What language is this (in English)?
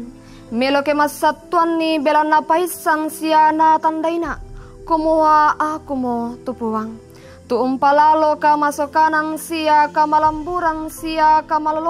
Toraja-Sa'dan